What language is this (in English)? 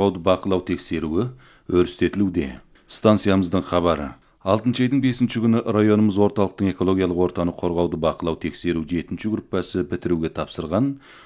Kazakh